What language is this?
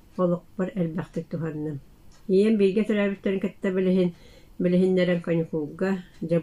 Yakut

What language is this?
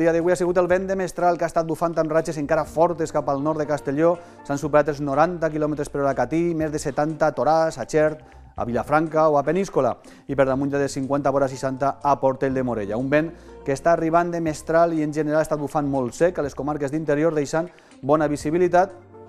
Catalan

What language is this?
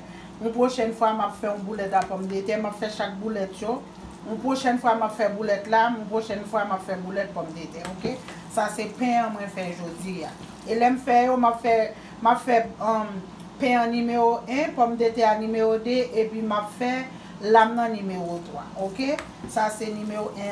Haitian Creole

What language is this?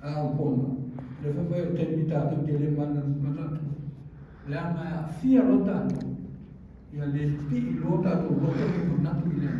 Samoan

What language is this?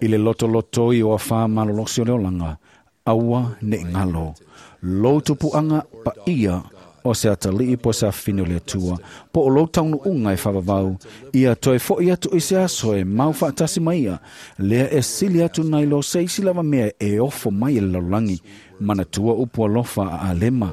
Samoan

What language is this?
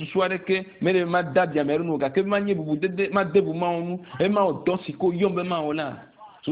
Ewe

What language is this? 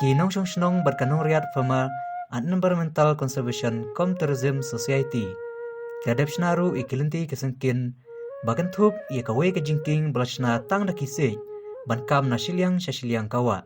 Khasi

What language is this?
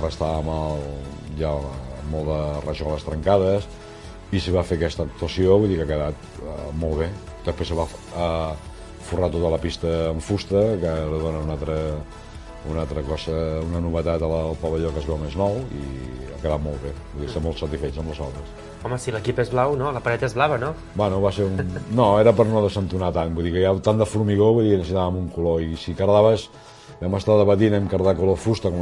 Catalan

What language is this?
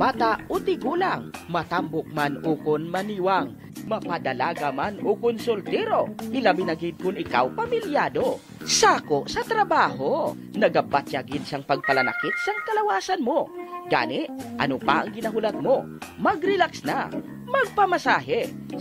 Hiligaynon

